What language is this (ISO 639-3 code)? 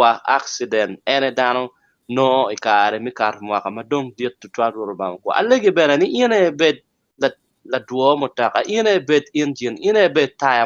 ach